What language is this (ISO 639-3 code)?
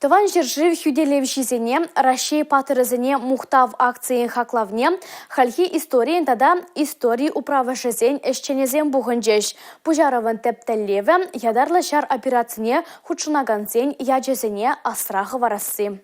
chv